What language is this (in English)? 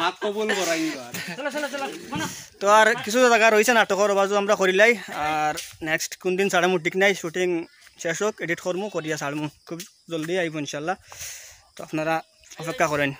Sylheti